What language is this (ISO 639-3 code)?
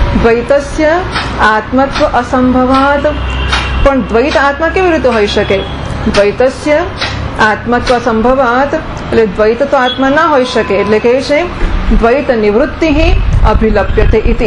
guj